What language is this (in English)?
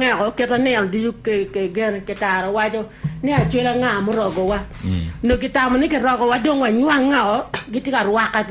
Acoli